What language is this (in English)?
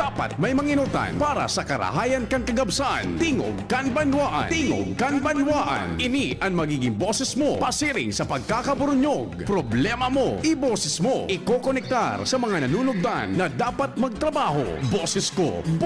Bikol